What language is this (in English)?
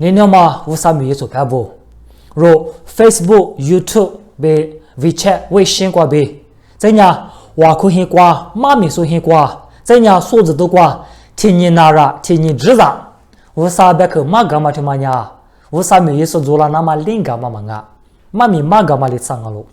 Lisu